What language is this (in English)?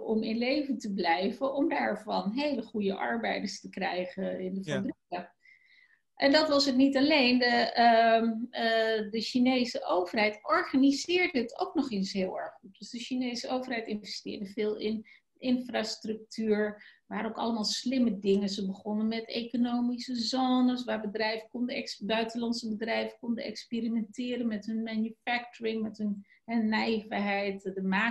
Dutch